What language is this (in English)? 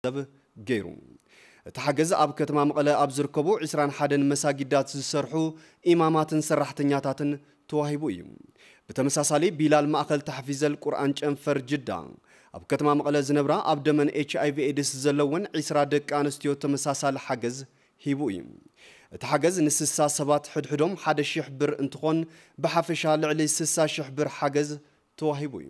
Tigrinya